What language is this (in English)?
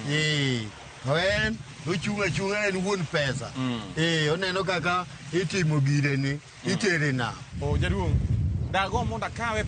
Luo (Kenya and Tanzania)